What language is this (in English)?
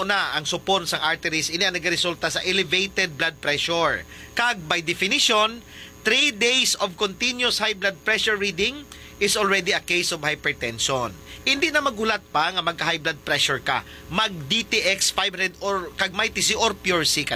Hiligaynon